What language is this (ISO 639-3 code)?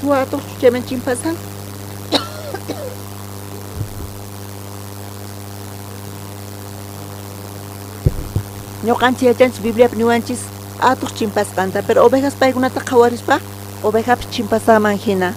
quh